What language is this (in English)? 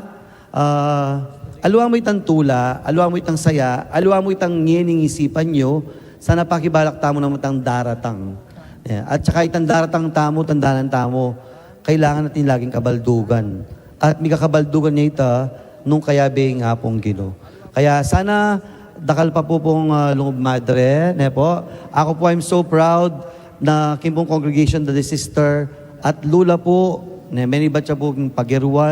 Pampanga